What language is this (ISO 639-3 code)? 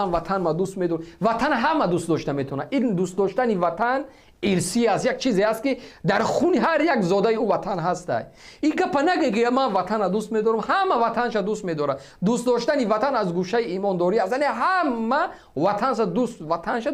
tgk